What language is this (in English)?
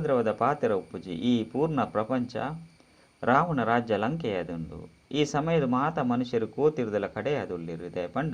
Tulu